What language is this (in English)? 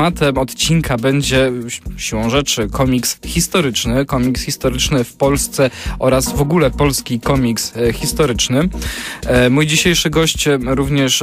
Polish